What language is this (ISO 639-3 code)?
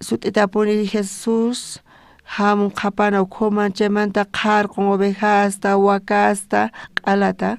quh